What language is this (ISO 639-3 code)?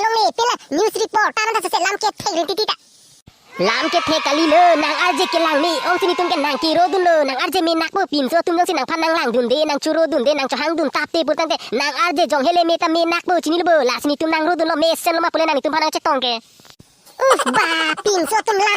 mjw